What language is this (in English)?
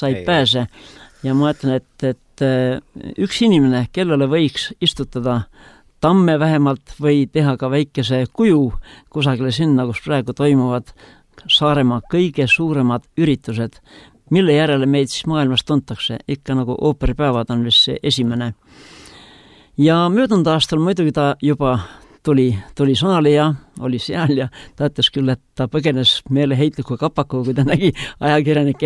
Estonian